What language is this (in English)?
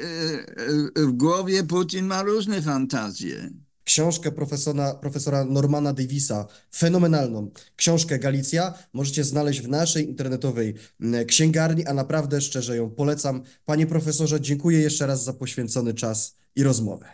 Polish